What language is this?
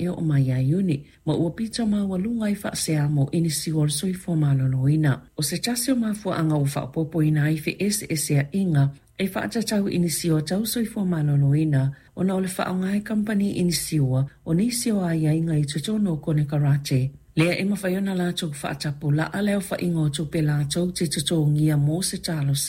Samoan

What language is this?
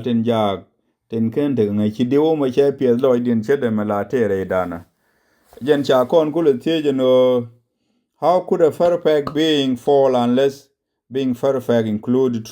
Nuer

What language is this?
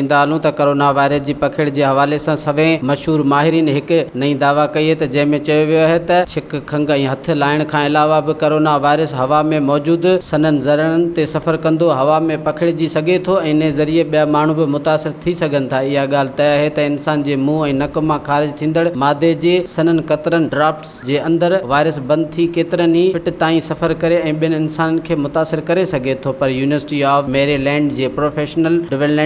Sindhi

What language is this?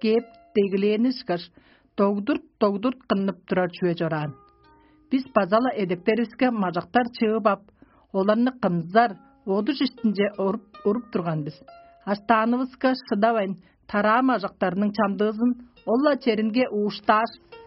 Tuvinian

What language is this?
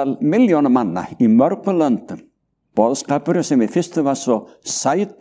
Icelandic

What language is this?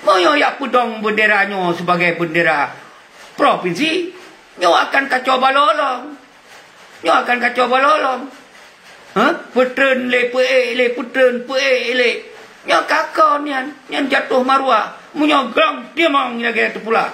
Achinese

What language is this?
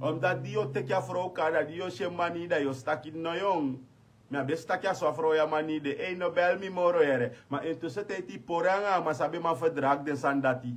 Sranan Tongo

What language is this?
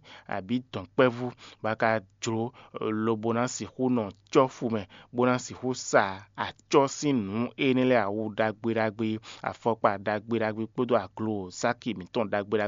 Fon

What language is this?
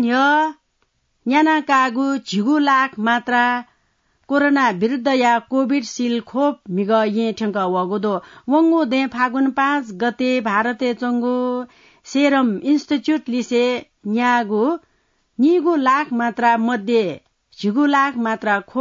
Newari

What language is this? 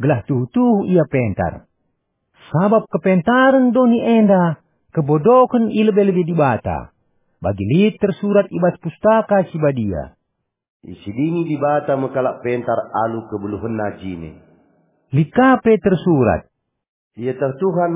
Batak Karo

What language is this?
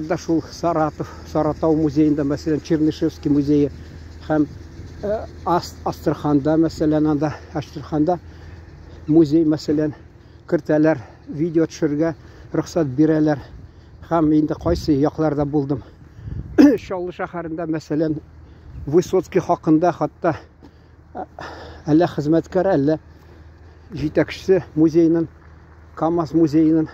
Tatar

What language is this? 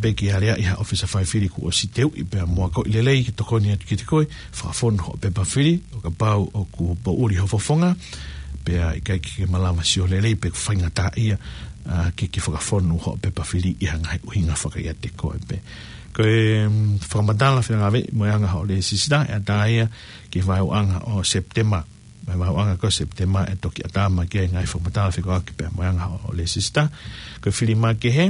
Tongan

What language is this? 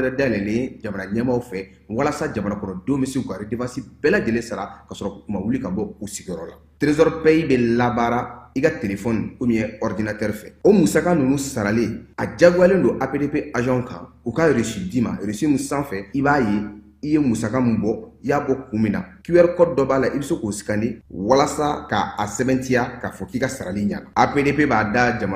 Bambara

